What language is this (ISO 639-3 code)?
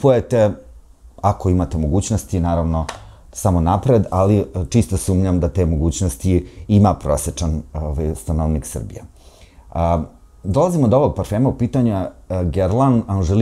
srp